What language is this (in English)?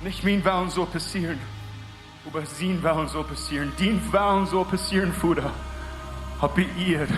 Plautdietsch